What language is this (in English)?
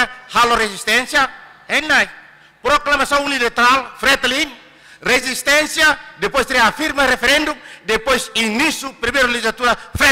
Tetum